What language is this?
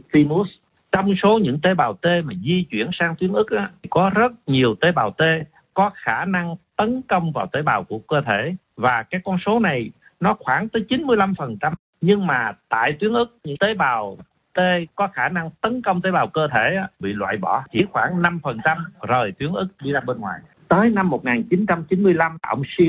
Vietnamese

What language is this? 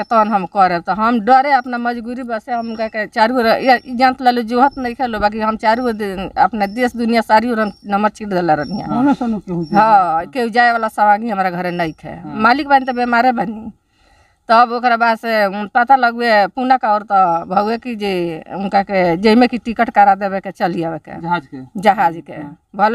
Bhojpuri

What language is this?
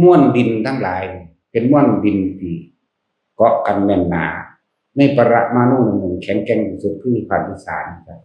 Northeastern Thai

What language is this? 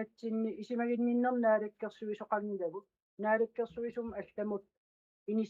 Kalaallisut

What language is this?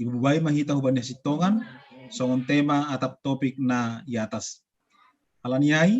Batak Simalungun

